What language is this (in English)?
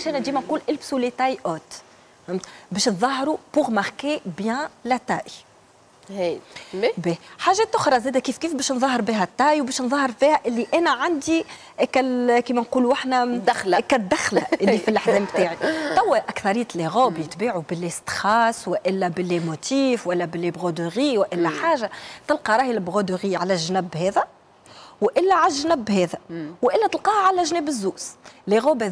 Tunisian Arabic